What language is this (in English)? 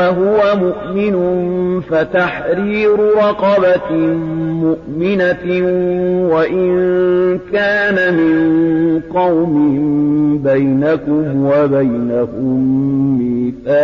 Arabic